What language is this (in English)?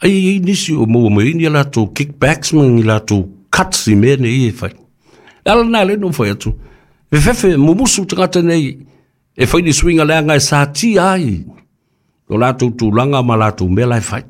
Samoan